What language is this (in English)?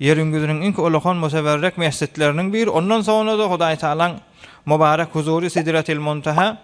Turkmen